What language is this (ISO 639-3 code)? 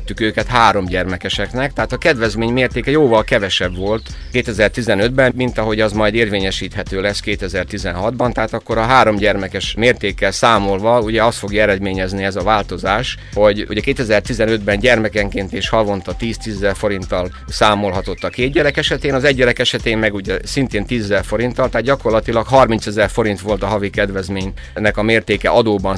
hun